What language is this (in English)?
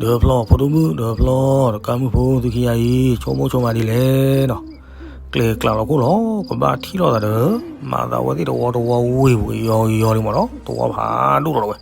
S'gaw Karen